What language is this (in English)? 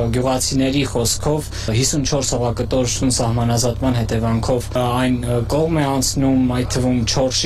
Armenian